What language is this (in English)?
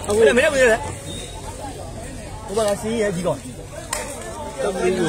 Burmese